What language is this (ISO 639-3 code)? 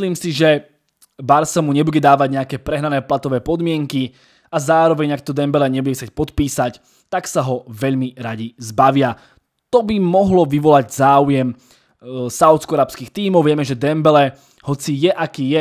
slk